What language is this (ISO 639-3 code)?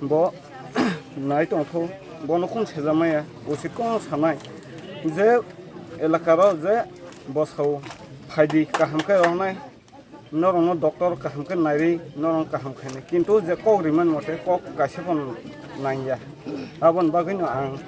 trp